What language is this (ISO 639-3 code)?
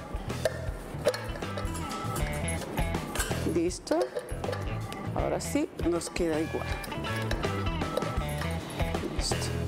spa